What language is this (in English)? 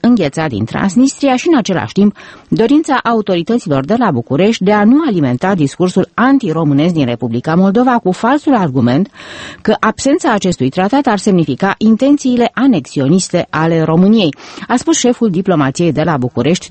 Romanian